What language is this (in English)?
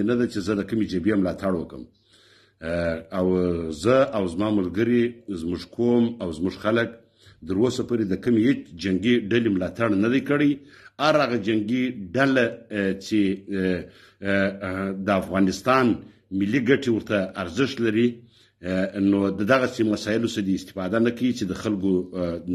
Pashto